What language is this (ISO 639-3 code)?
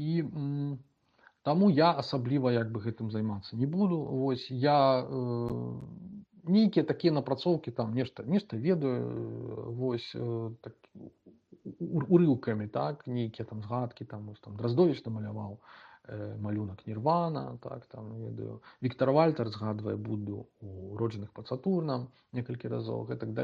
bel